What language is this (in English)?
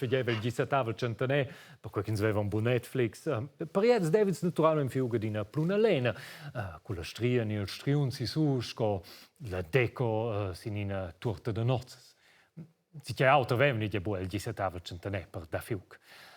Romansh